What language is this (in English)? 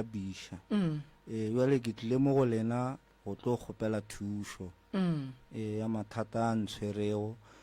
Northern Sotho